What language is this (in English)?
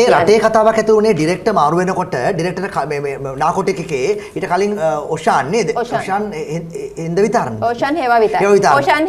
Sinhala